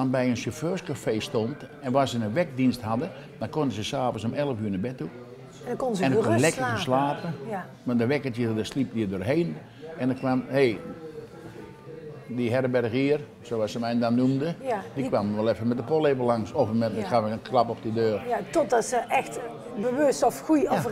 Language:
Dutch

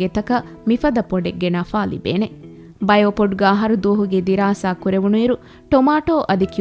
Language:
Divehi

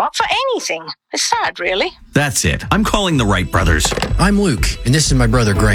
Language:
English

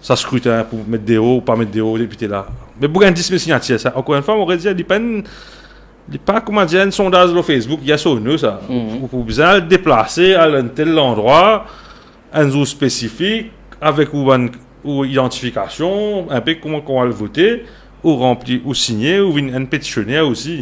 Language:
Morisyen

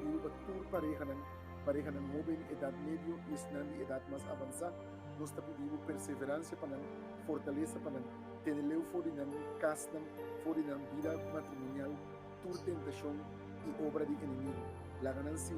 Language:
Papiamento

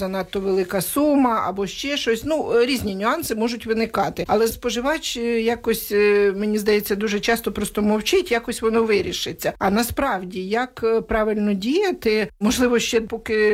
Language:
Ukrainian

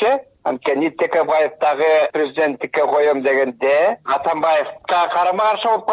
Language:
Kyrgyz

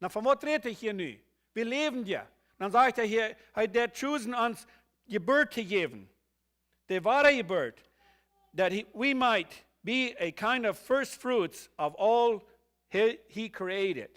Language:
Plautdietsch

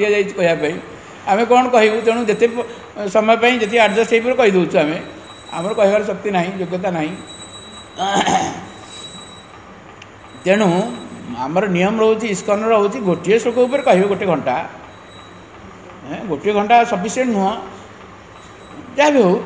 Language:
Odia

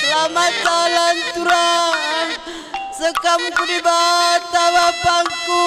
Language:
Batak Karo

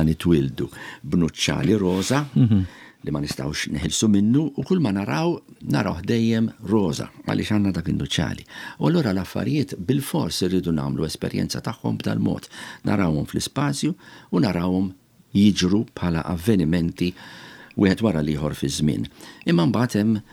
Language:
Maltese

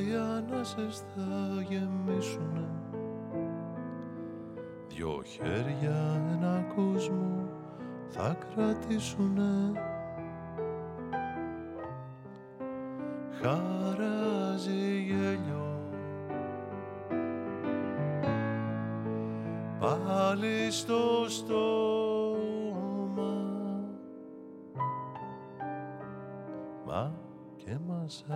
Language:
Greek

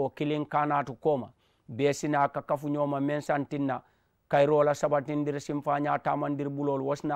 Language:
Mandingo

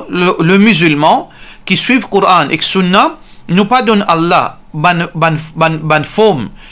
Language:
Morisyen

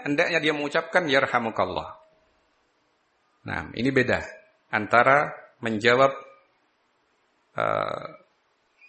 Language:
Indonesian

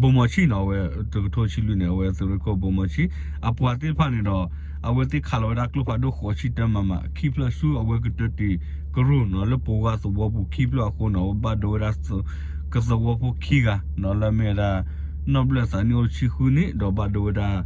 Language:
S'gaw Karen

